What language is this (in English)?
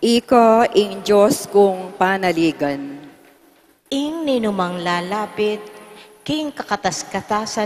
Pampanga